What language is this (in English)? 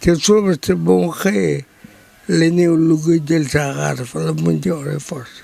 Wolof